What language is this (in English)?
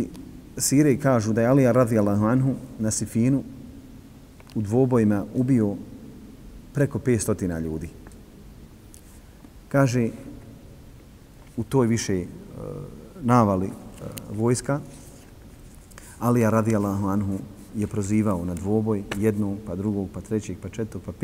Bosnian